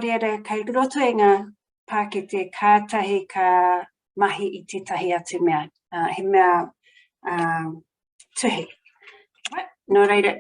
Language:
Māori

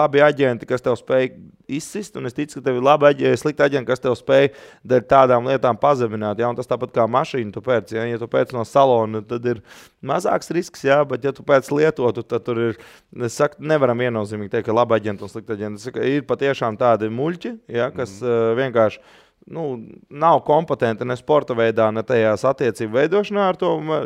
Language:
Latvian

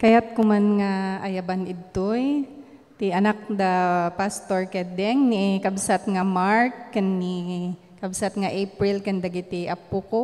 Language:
Iloko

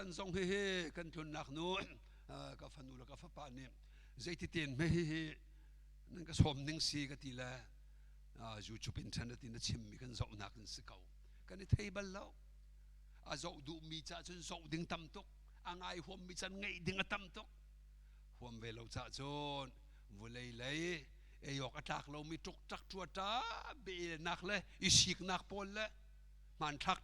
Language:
Hakha Chin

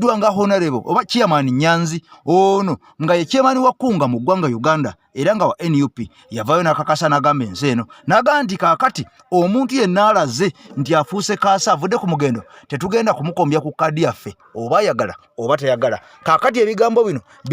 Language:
Ganda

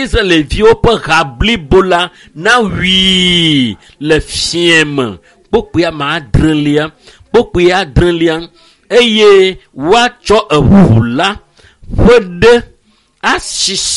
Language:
Ewe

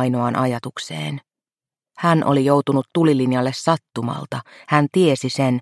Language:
Finnish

